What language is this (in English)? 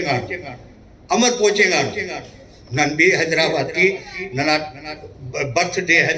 Brahui